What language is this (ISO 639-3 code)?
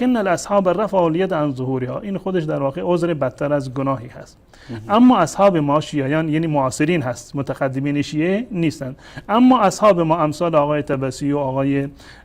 fas